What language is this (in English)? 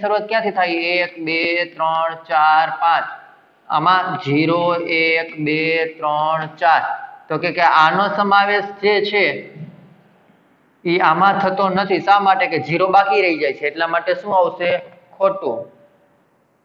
Gujarati